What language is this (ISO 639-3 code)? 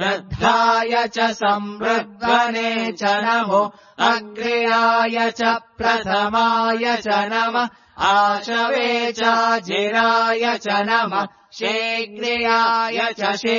san